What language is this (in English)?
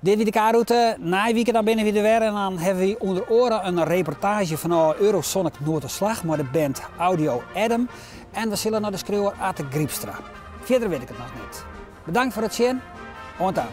Western Frisian